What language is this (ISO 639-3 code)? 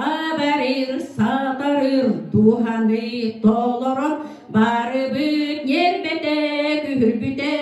sah